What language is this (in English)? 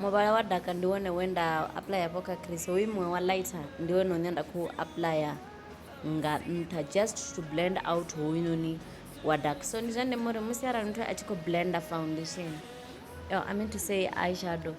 Venda